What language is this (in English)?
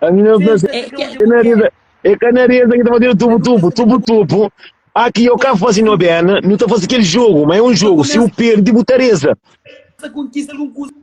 Kabuverdianu